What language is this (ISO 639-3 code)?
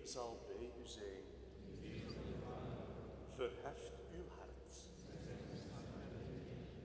nld